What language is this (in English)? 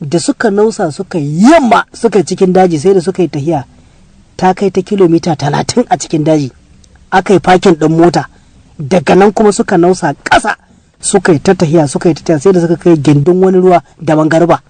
Hausa